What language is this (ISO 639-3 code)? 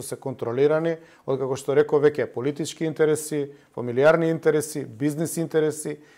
mkd